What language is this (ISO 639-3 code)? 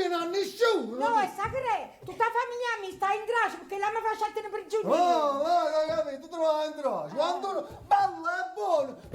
nap